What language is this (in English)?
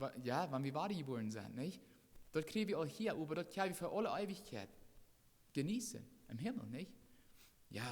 Plautdietsch